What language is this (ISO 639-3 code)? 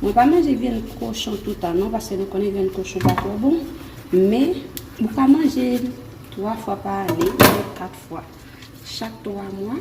hat